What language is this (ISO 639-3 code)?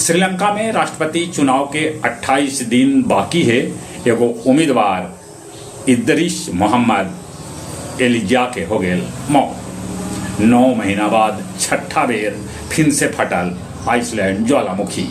mag